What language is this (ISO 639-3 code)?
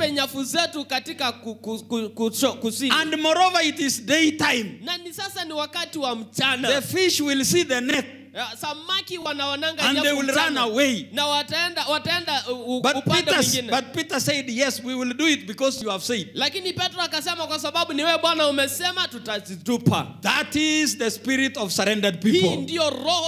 swa